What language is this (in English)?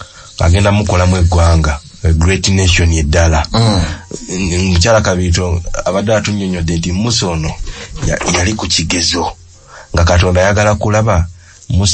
Ganda